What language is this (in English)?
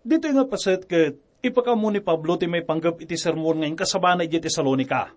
Iloko